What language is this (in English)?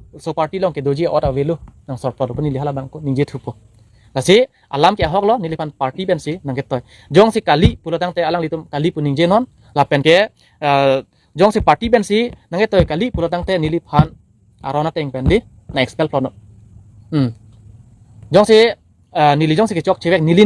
Karbi